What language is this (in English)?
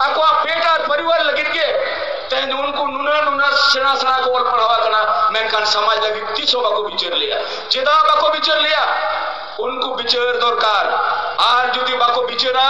Santali